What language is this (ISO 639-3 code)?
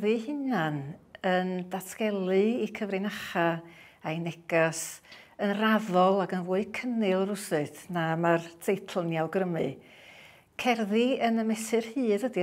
cym